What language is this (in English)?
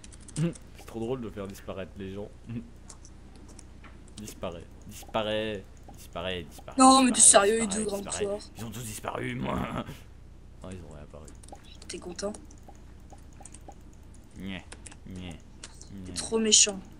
French